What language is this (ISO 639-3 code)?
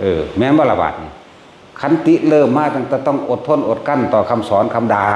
tts